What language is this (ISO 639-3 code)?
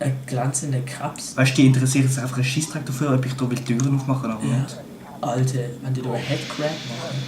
gsw